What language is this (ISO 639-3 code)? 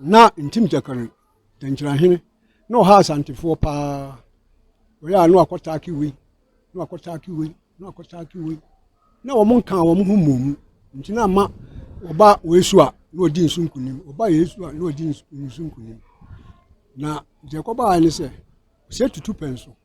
aka